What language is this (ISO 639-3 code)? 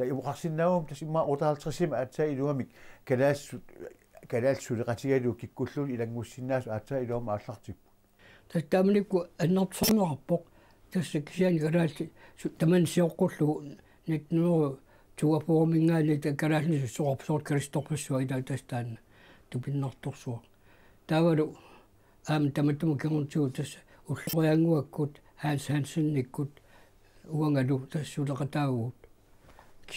kal